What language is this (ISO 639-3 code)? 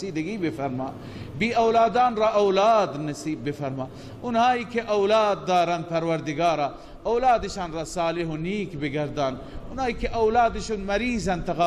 fas